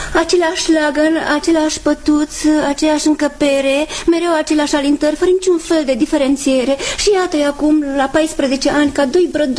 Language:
Romanian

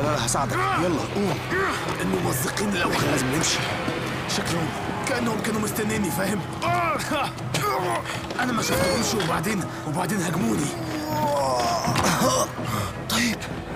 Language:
Egyptian Arabic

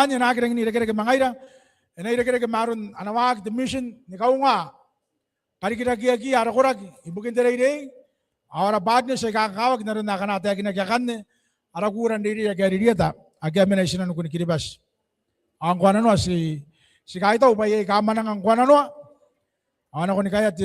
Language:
Gilbertese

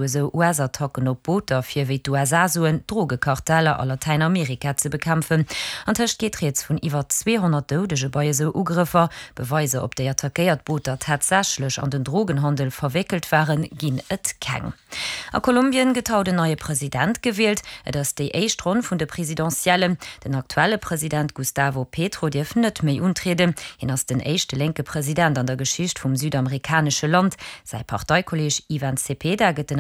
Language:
Luxembourgish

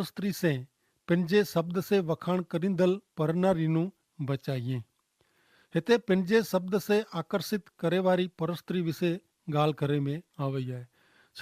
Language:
Kachhi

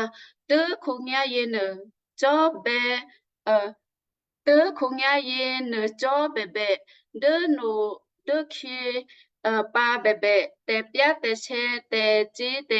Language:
Western Kayah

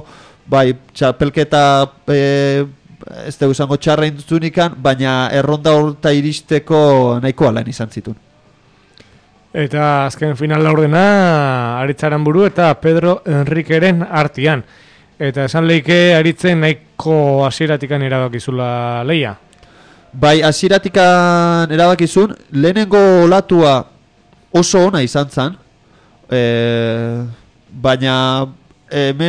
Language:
Basque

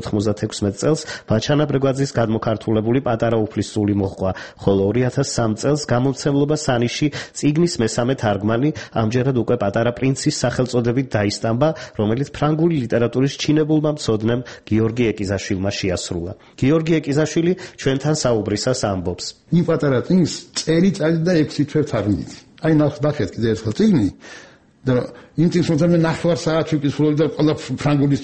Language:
Georgian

